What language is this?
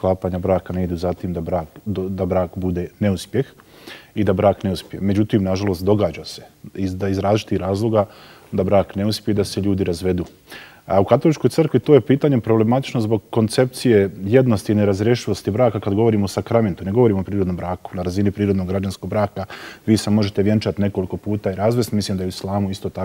Bosnian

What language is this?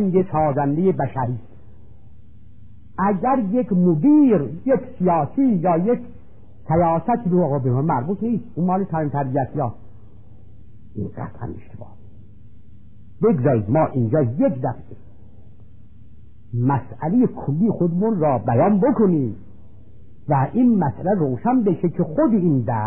Persian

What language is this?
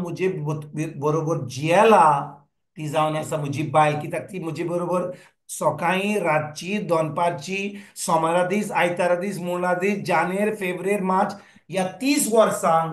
Konkani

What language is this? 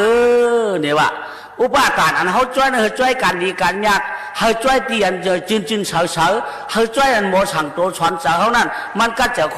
Shan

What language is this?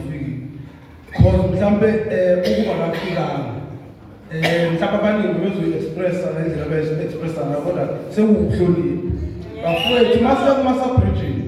Zulu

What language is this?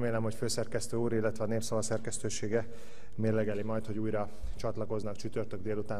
Hungarian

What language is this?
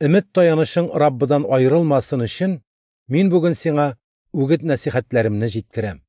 Tatar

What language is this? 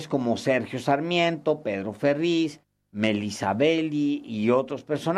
Spanish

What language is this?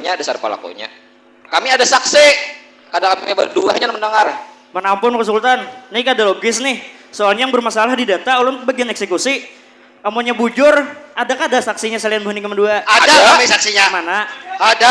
Banjar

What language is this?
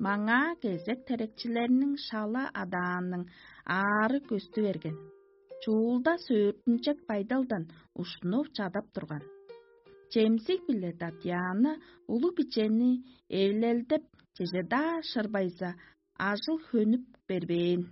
Tuvinian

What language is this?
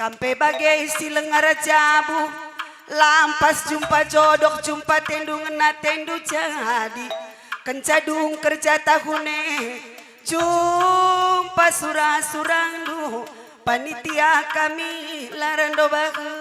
Batak Karo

